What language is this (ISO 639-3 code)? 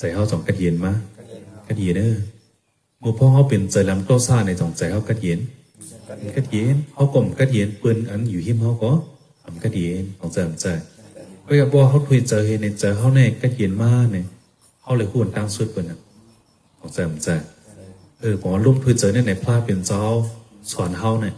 shn